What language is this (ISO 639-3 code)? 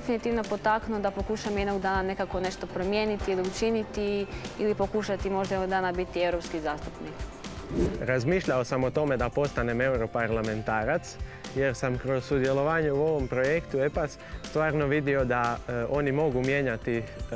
hrv